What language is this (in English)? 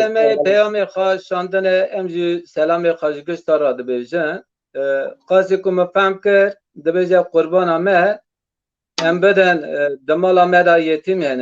Kurdish